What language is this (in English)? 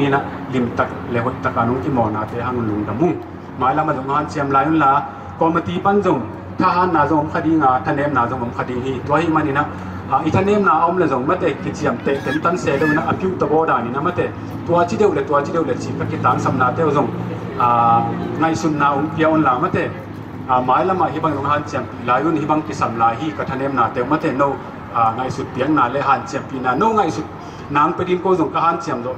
Tedim Chin